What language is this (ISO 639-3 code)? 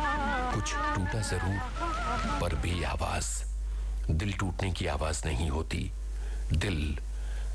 hin